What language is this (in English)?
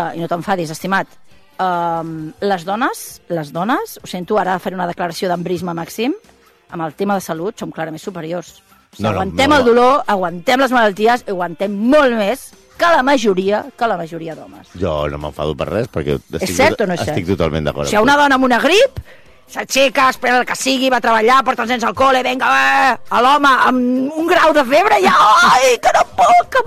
Catalan